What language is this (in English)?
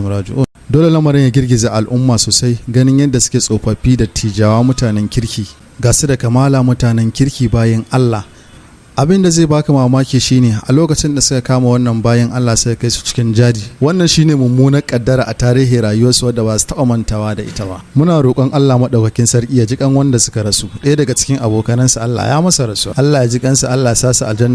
Hausa